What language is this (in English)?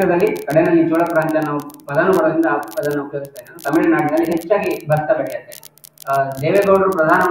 Kannada